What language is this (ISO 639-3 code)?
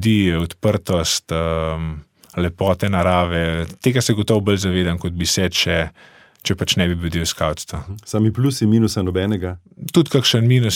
slv